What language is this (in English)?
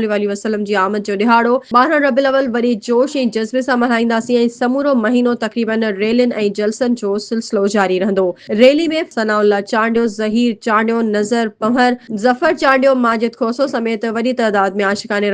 Sindhi